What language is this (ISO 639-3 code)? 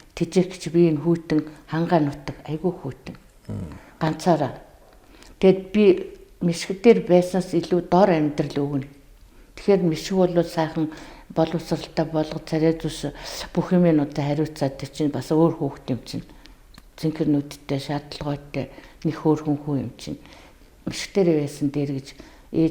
mon